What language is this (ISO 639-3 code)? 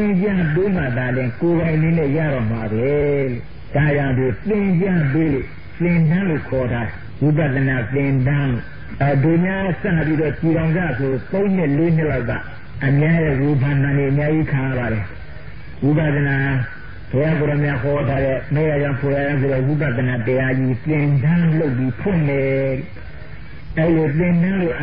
mya